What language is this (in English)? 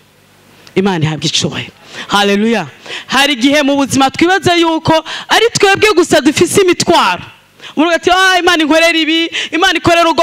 Rundi